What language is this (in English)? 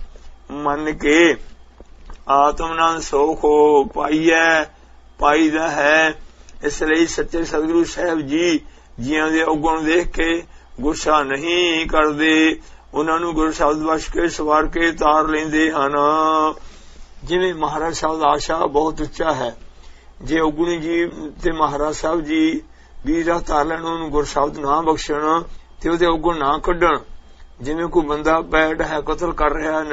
Punjabi